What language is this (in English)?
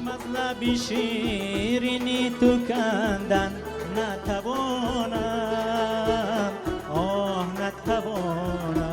Tajik